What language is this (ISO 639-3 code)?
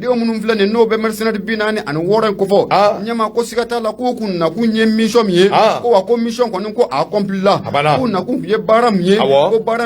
bam